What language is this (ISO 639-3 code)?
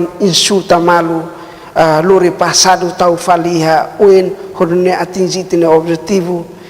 tet